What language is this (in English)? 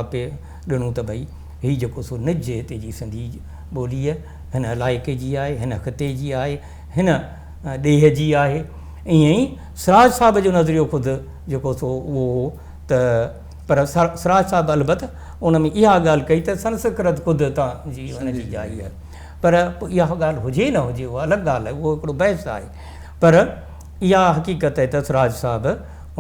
Sindhi